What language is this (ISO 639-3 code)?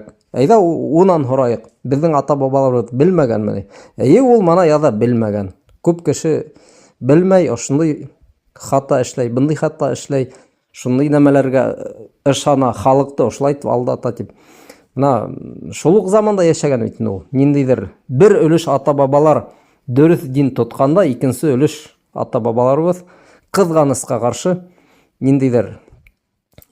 bak